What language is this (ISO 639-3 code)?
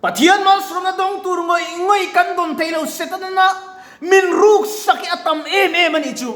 lus